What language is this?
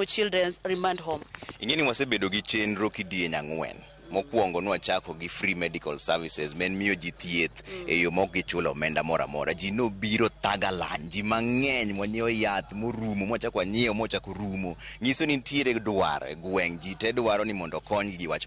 Luo (Kenya and Tanzania)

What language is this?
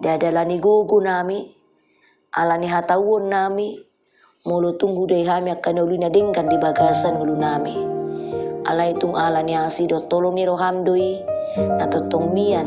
Batak Toba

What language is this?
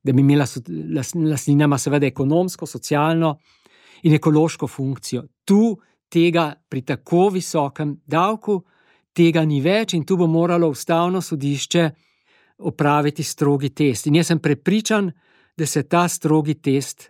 Slovenian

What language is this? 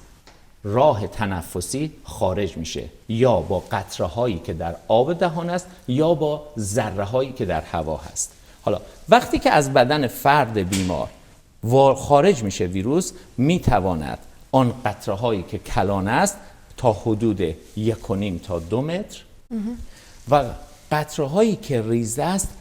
Persian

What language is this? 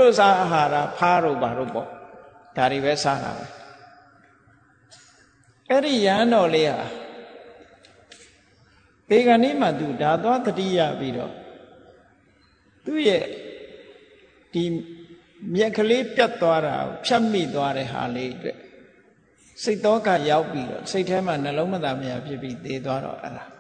Burmese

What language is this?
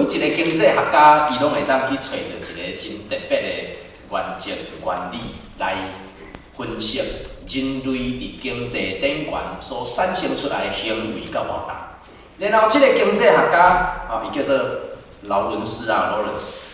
Min Nan Chinese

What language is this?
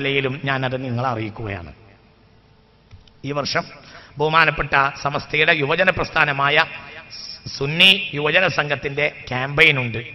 Malayalam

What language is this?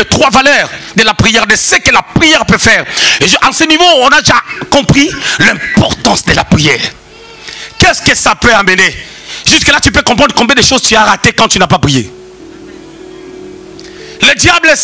French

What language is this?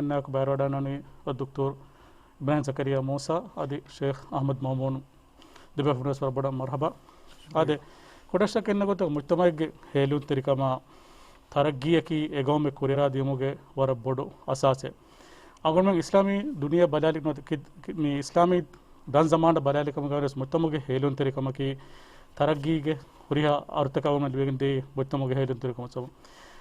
Divehi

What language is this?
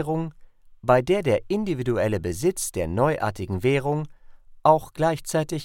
German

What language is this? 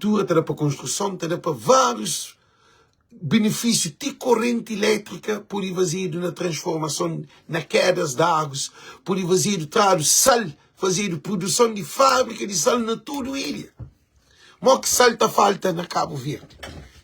Kabuverdianu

